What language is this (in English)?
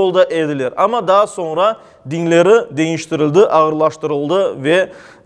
Crimean Tatar